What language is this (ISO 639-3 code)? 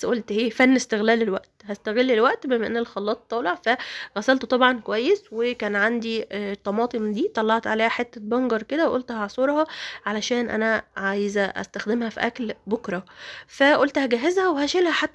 arz